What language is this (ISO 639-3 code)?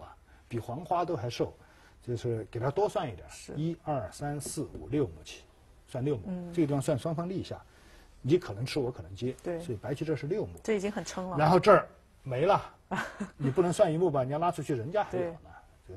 zho